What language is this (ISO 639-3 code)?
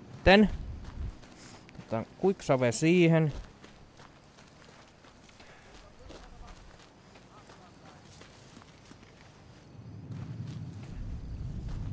fin